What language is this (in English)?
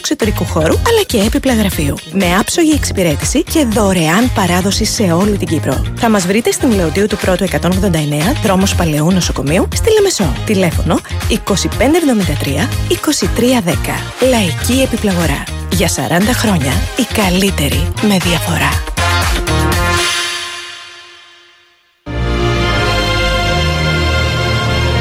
Greek